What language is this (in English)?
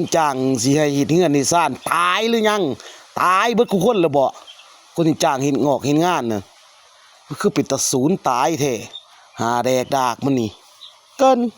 Lao